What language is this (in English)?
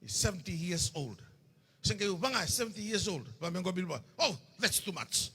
Fijian